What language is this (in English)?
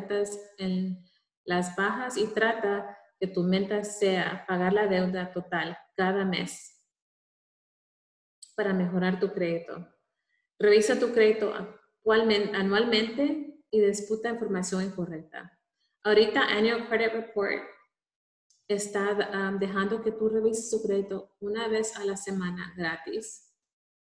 Spanish